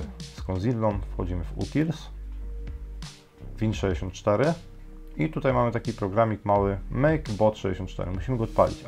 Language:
Polish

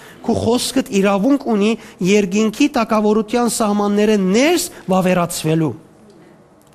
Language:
Western Armenian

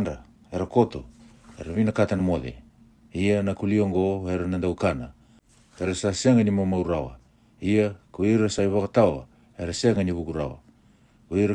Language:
Fijian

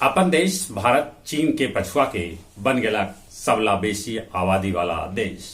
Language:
Magahi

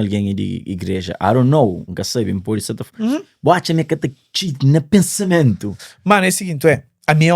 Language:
Kabuverdianu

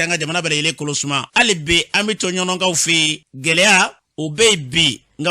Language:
Bambara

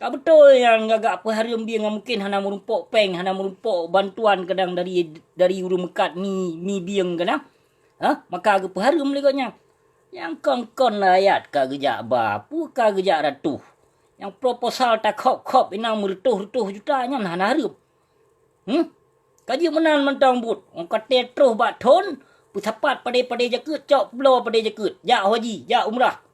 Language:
Achinese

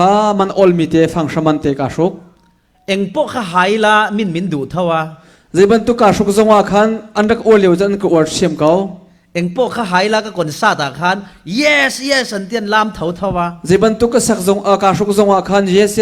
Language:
Falam Chin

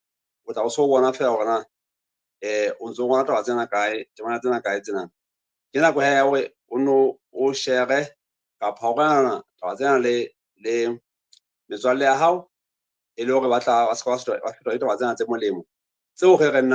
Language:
Southern Sotho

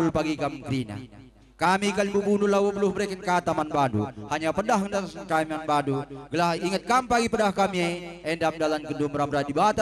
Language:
Batak Karo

